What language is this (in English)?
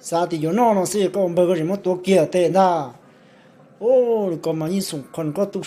Hmong